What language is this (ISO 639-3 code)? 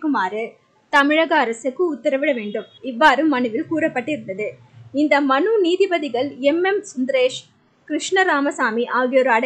tam